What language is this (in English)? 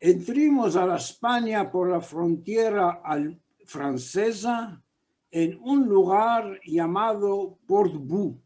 Ladino